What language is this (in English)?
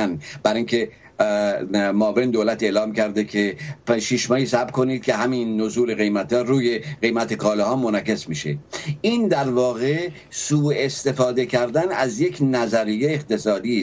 Persian